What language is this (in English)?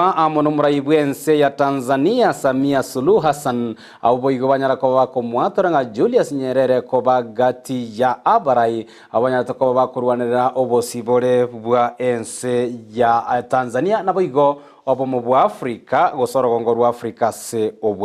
Gusii